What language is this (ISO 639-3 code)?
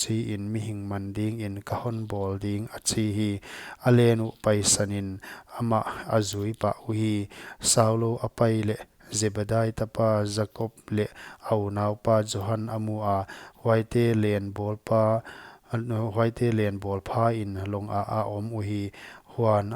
pck